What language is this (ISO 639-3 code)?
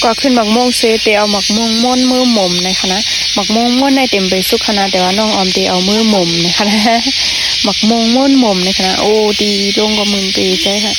shn